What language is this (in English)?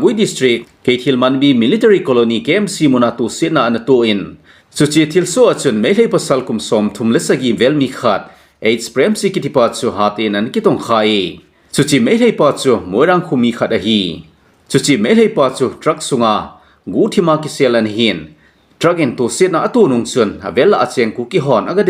Thado Chin